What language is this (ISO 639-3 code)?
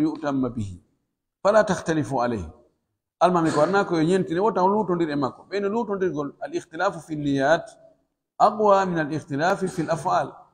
fuf